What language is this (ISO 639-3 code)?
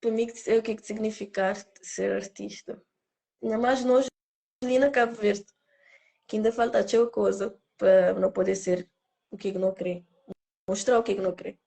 kea